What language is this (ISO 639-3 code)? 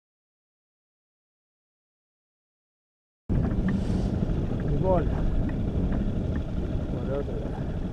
ell